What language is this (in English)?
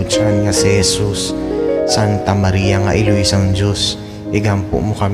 Hiligaynon